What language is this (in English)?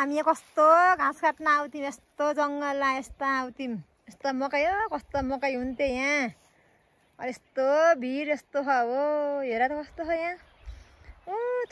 Nepali